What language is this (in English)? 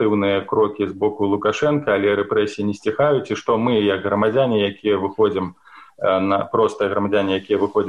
Belarusian